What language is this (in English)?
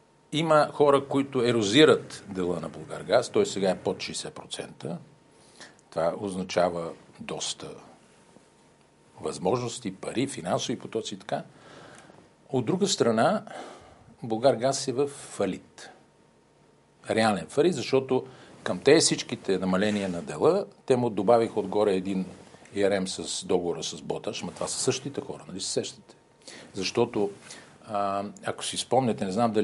Bulgarian